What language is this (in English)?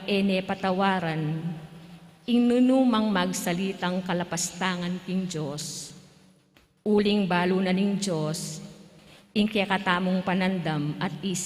Pampanga